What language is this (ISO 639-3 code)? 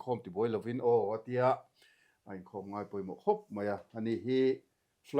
lus